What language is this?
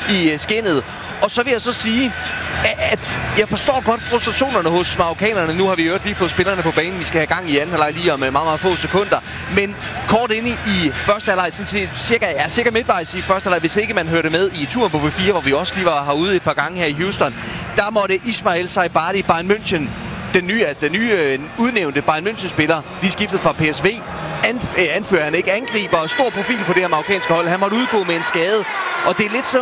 Danish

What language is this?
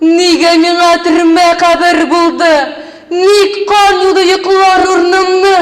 Tatar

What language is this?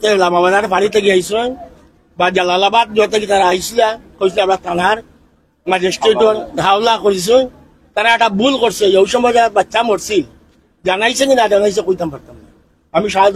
Sylheti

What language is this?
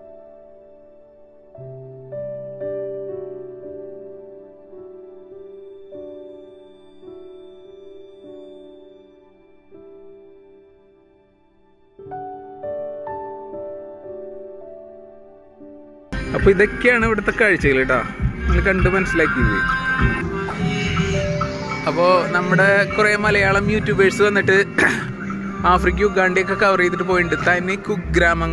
Malayalam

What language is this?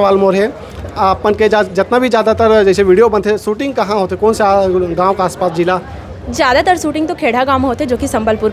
Chhattisgarhi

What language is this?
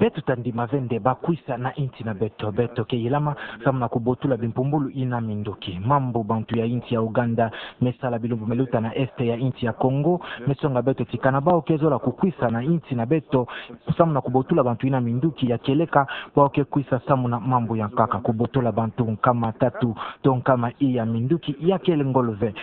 Kituba (Democratic Republic of Congo)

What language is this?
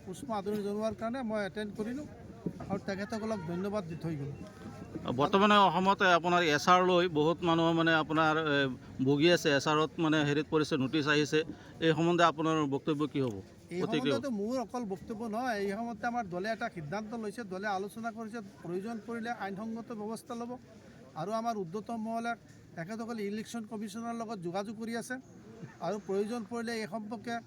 Assamese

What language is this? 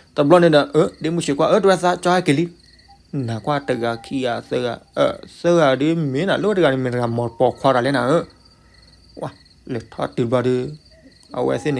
S'gaw Karen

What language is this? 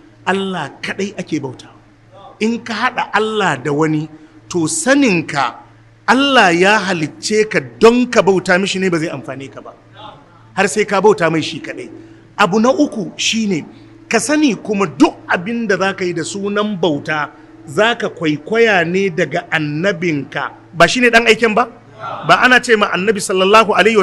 Hausa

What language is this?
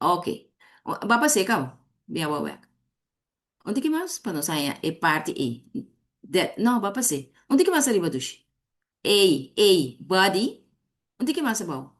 Papiamento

